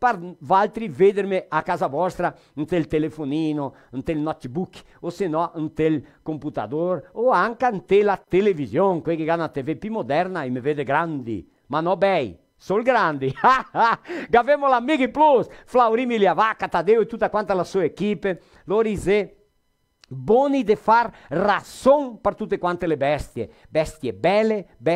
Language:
Venetian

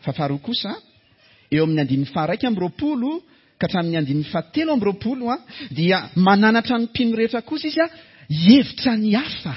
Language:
Malagasy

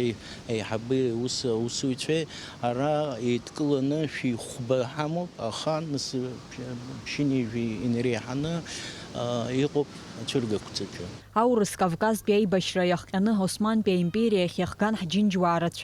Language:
Abkhazian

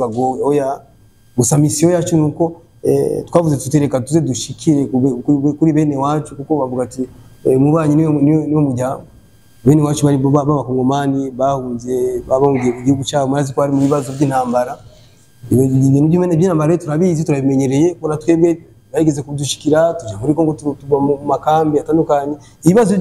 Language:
Rundi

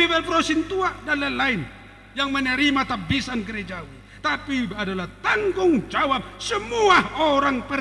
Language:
Batak Toba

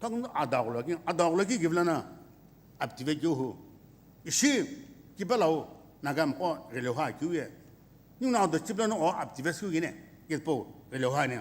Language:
Sumi Naga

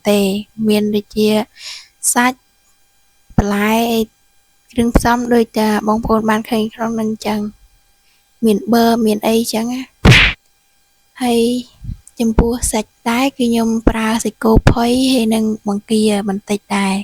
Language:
Khmer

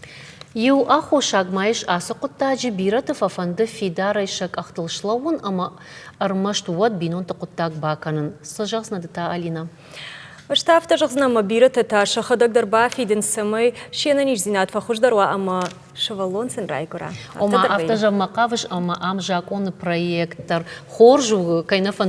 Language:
Ossetic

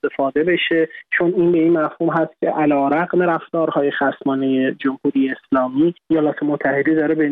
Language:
Persian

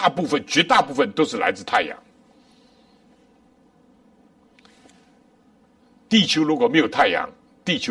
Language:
Chinese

